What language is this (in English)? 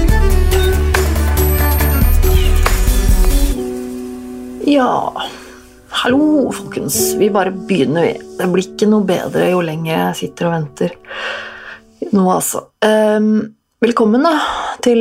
Norwegian